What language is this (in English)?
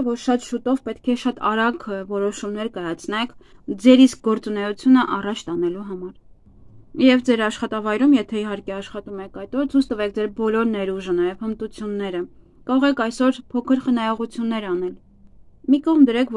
Armenian